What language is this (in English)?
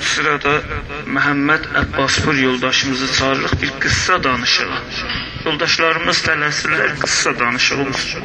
South Azerbaijani